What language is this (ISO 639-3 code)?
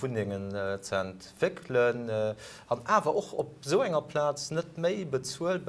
ltz